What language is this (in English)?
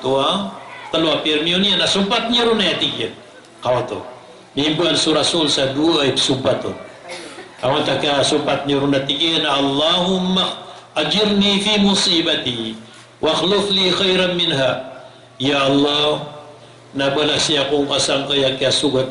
Maranao